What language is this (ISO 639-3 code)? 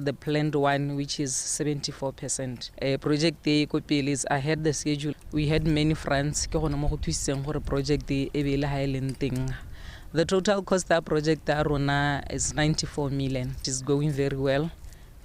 tsn